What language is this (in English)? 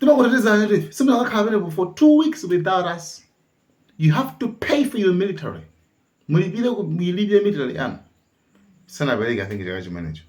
Nyanja